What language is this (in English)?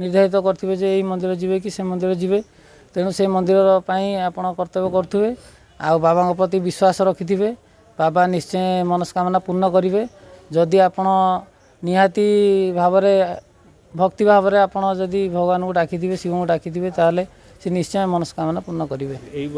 Odia